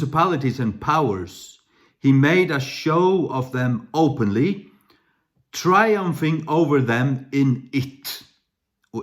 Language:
Faroese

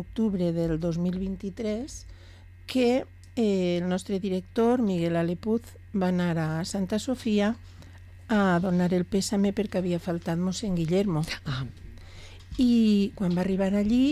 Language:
Catalan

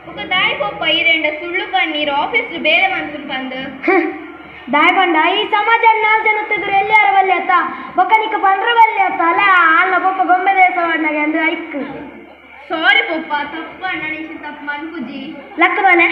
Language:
Tulu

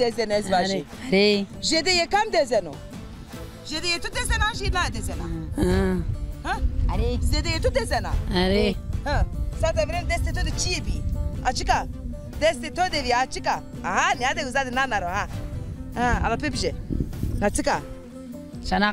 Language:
Zaza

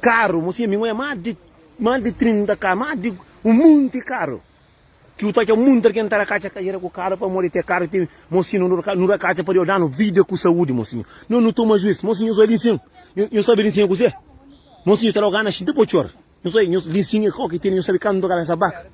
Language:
Kabuverdianu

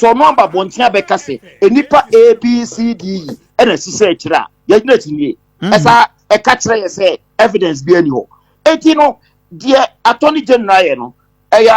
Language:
Akan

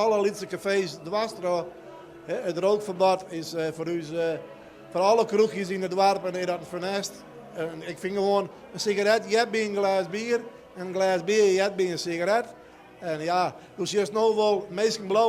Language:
Western Frisian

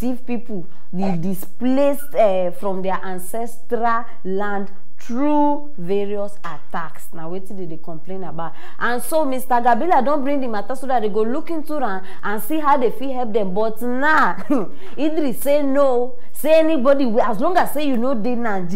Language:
Nigerian Pidgin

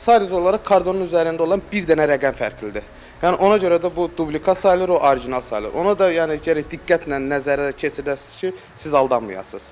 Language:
Azerbaijani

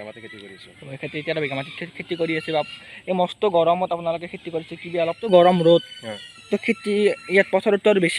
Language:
Assamese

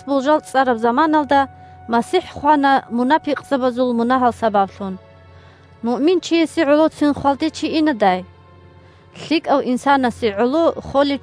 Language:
Avaric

